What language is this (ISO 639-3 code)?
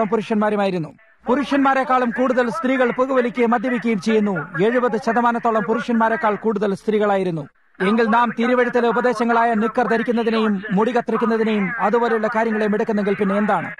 mal